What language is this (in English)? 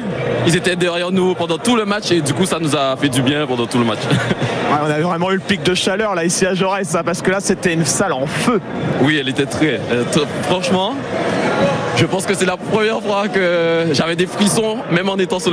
French